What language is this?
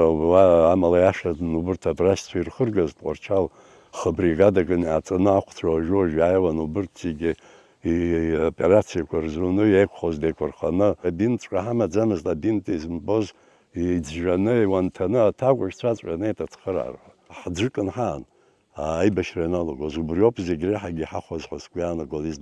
Abkhazian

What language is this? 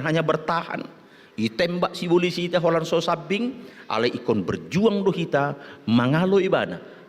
Batak Toba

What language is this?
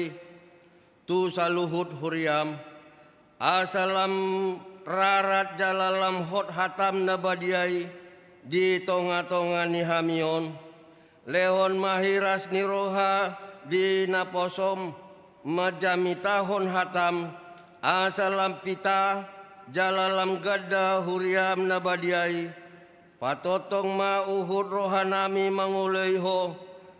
Batak Toba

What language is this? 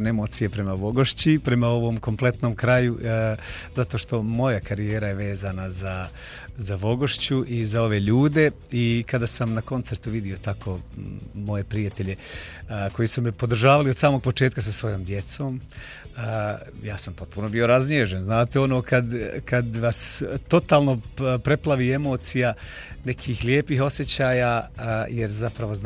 Bosnian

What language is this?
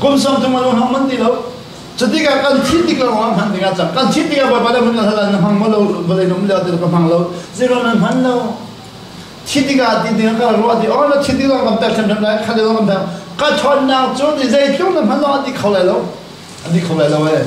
Hakha Chin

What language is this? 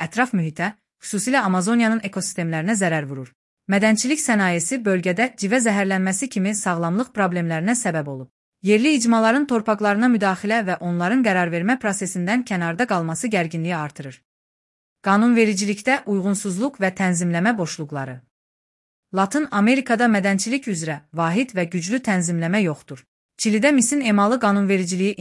Azerbaijani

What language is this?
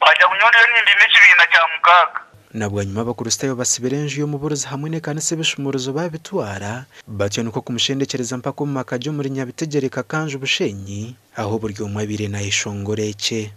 Nyankole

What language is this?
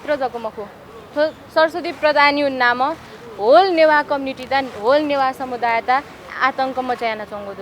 Newari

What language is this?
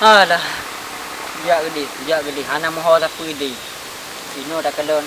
Achinese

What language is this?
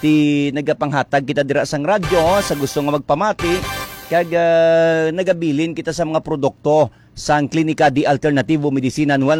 Hiligaynon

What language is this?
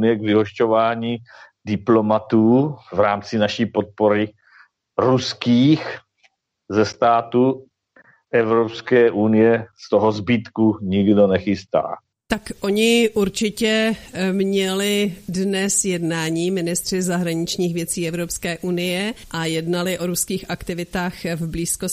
Czech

